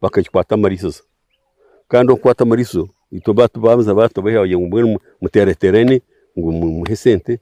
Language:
Nyankole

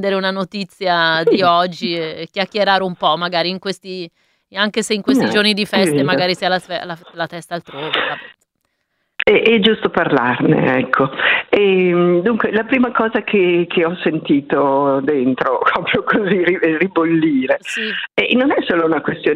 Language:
Italian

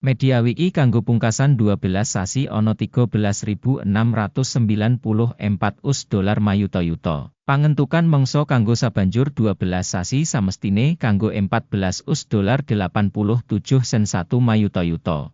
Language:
Javanese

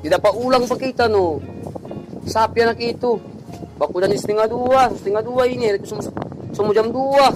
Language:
Manado Malay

